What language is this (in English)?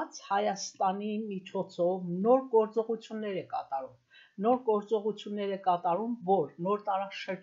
Armenian